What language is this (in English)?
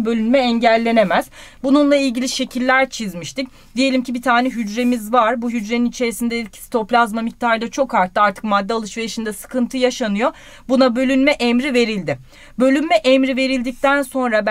Turkish